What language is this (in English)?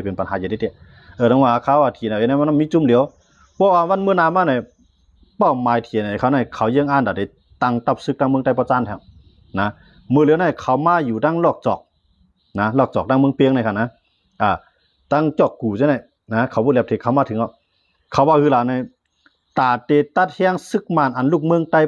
Shan